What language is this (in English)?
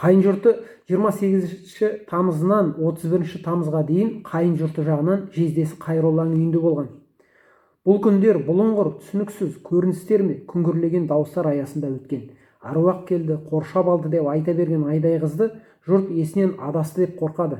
Kazakh